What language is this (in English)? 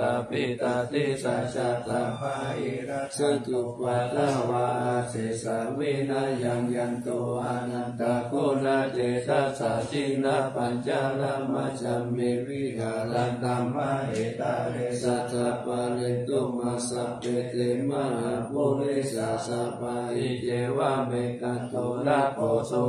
Pali